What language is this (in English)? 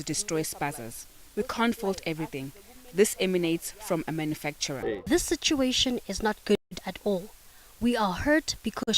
Venda